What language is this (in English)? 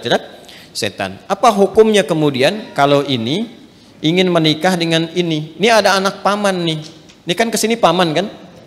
Indonesian